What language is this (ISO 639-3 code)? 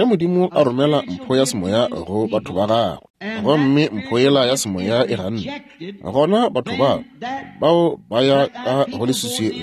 nso